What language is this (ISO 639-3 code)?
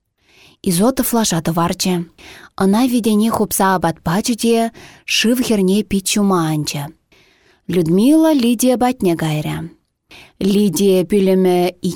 chv